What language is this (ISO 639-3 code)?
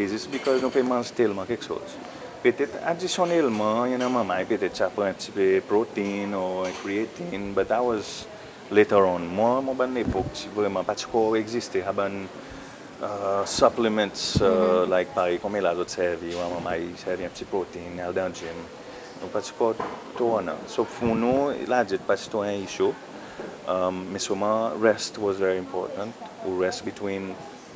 crs